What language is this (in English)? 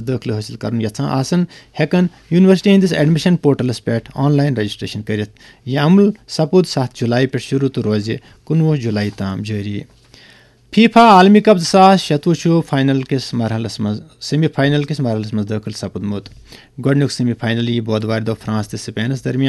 Kashmiri